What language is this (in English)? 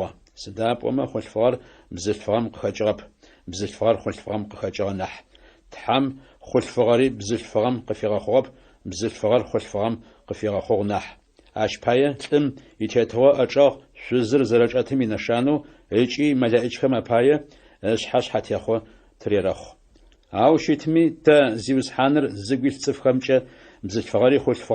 Adyghe